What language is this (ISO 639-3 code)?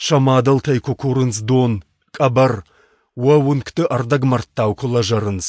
oss